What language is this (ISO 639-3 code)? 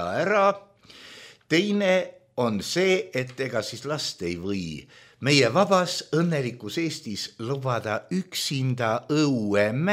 est